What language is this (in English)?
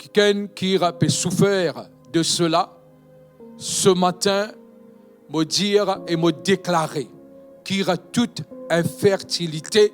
Morisyen